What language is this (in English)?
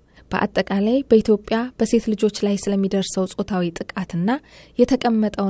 Amharic